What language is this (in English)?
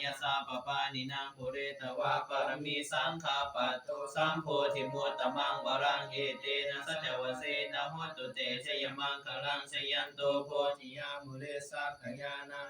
Pali